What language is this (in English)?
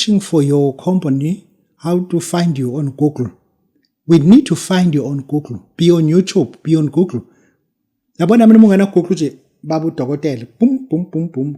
Zulu